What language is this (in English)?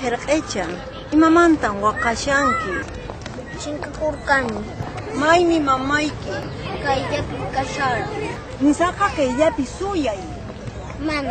Quechua